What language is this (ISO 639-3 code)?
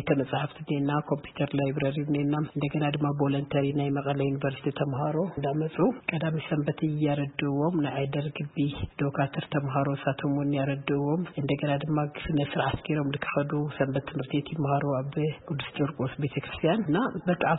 tir